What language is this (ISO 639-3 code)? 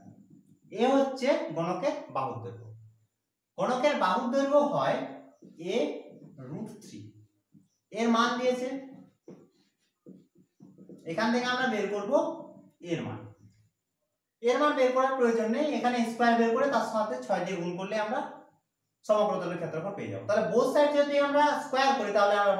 ben